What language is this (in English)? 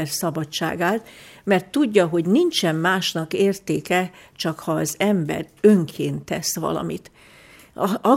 Hungarian